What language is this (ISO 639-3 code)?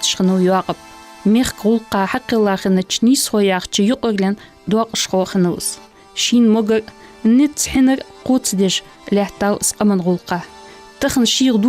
inh